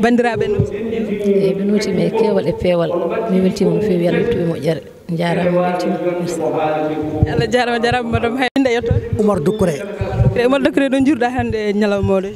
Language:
Fula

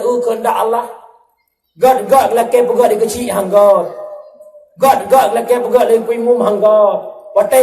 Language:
Achinese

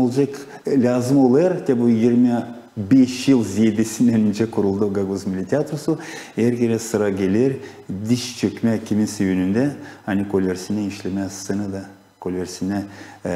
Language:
Gagauz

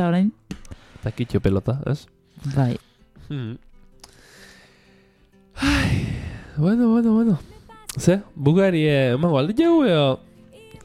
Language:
Basque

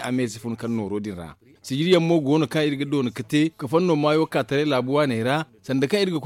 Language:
Zarma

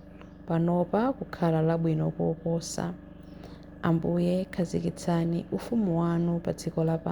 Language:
Nyanja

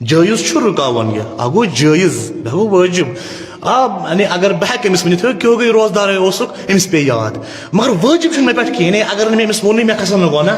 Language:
Kashmiri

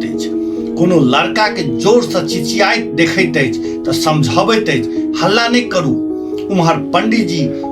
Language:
Maithili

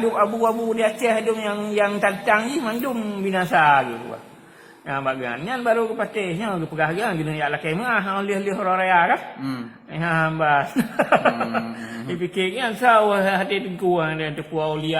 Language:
Achinese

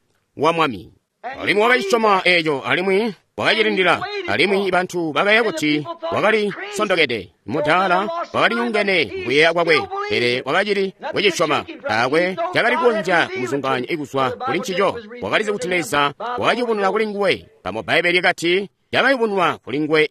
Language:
Tonga (Zambia)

